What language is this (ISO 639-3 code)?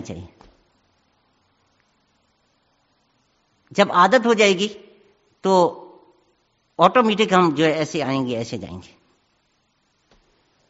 urd